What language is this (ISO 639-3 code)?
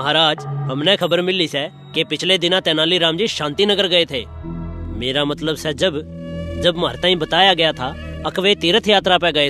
bgc